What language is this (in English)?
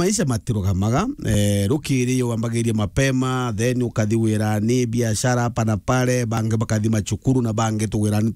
Meru